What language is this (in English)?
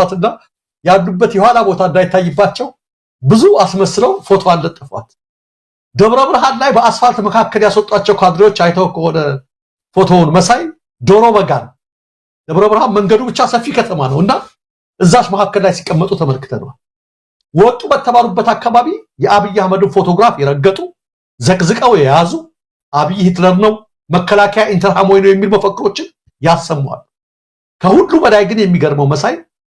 Amharic